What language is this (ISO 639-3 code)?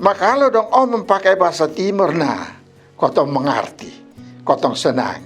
mkn